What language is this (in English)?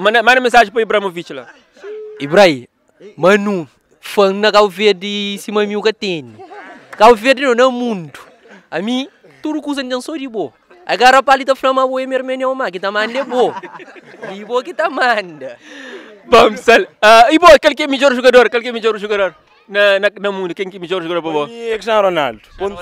Kabuverdianu